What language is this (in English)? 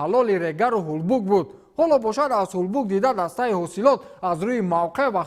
Tajik